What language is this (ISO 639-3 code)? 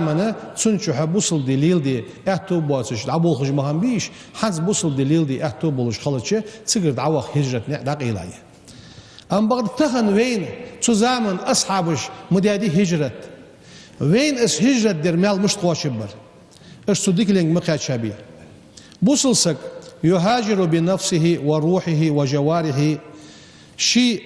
inh